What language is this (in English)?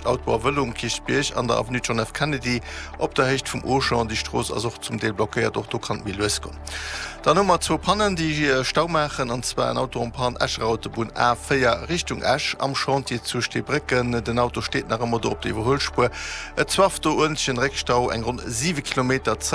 Luxembourgish